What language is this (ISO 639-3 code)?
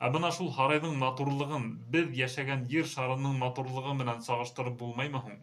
bak